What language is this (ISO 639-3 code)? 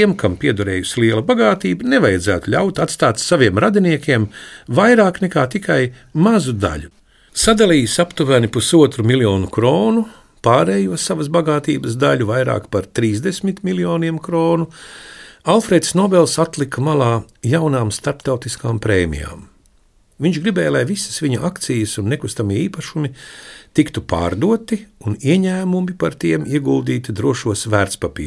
lav